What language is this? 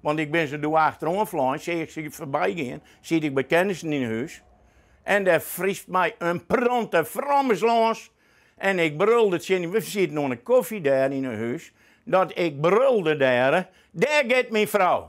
Western Frisian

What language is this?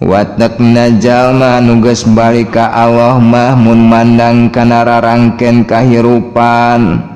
Sundanese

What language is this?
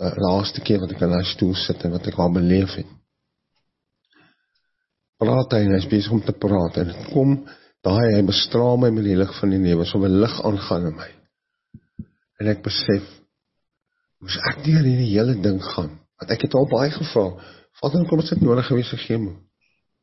Afrikaans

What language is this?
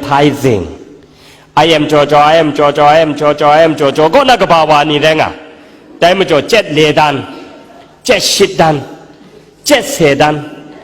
Kachin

